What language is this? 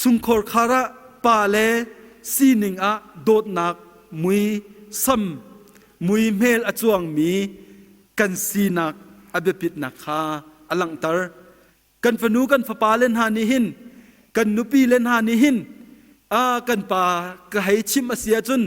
Hakha Chin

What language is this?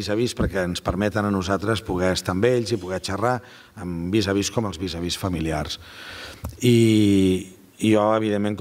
Catalan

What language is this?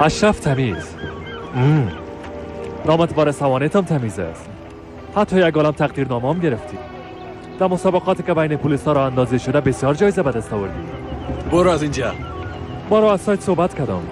Persian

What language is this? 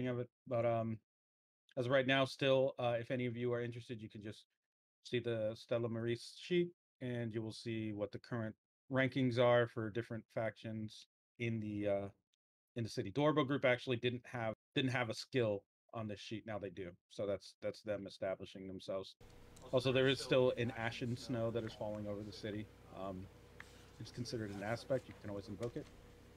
English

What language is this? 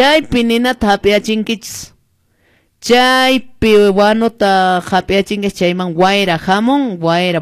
Quechua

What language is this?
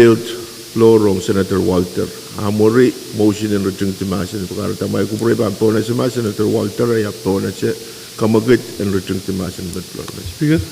Pohnpeian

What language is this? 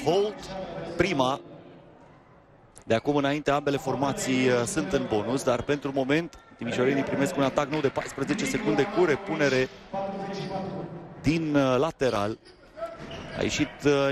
Romanian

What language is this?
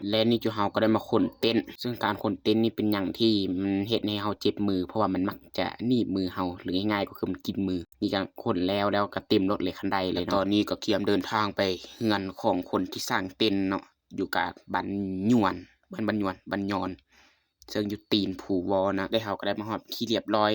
Lao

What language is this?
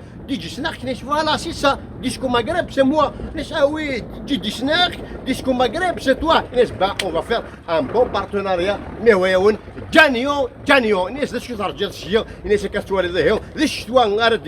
Kabyle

